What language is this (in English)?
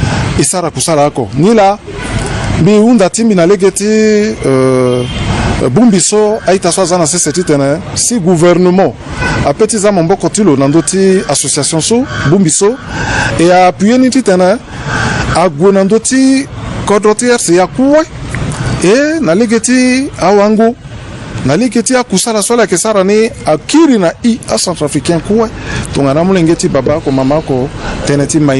Sango